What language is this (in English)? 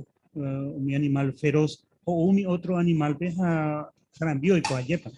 Guarani